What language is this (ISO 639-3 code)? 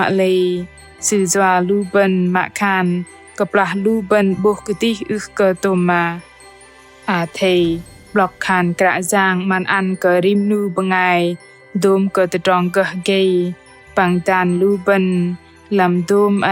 bdq